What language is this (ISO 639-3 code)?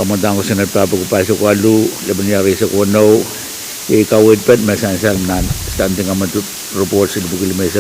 pon